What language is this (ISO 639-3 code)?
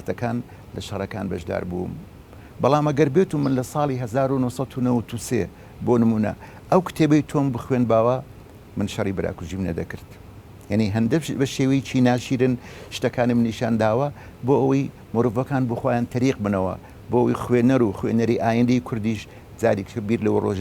ckb